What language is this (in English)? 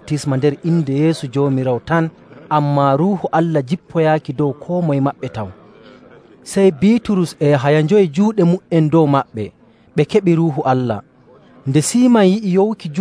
Nigerian Fulfulde